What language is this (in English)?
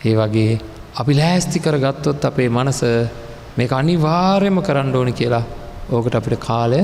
Sinhala